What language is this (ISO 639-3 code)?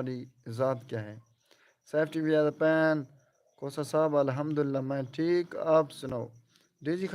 skr